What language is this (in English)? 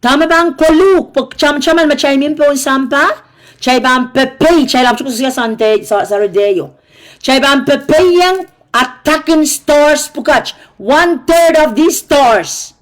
Pohnpeian